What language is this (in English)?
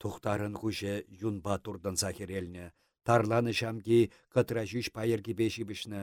Chuvash